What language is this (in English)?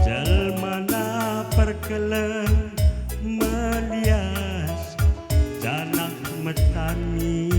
Batak Karo